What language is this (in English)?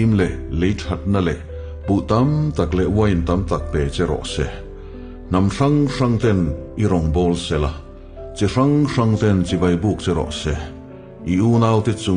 Mizo